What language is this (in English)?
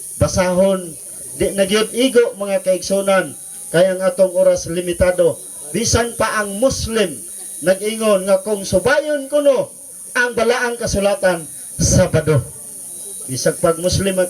Cebuano